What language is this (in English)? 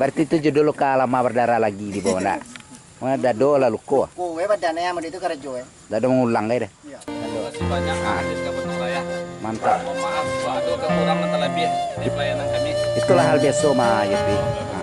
Minangkabau